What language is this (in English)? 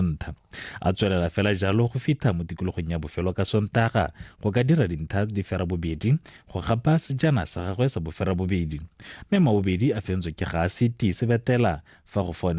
Tswana